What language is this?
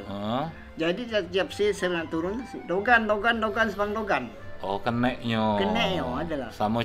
Musi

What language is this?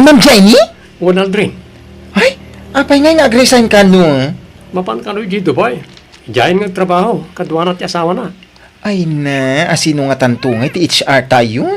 Iloko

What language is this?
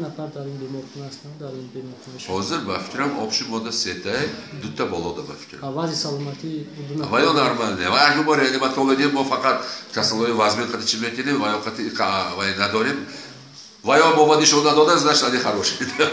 Tajik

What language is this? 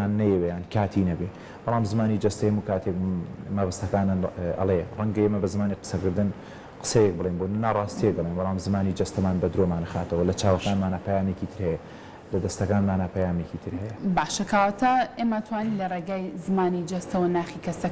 Central Kurdish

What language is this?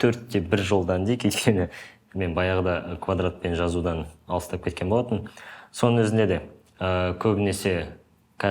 Kazakh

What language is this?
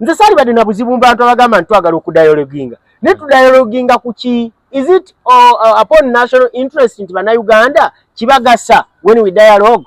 Ganda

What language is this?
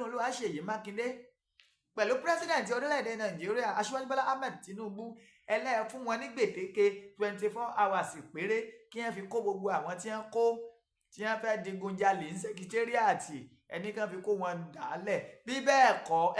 Yoruba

